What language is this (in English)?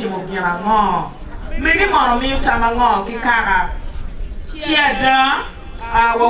Acoli